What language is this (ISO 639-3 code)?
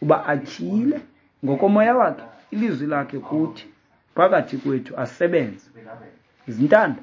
xho